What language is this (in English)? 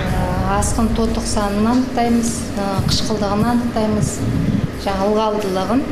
Kazakh